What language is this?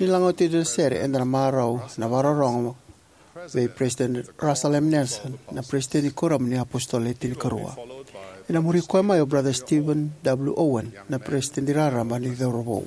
Fijian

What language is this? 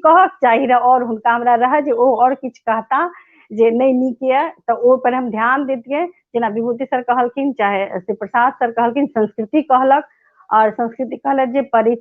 Maithili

